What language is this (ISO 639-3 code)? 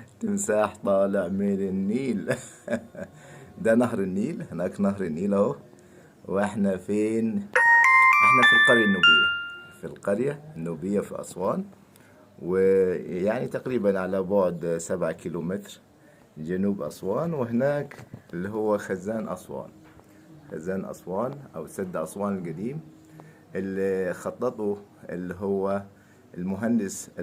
arz